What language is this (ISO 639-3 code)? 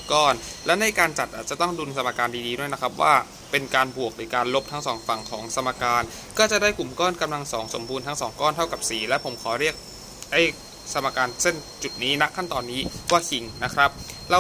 tha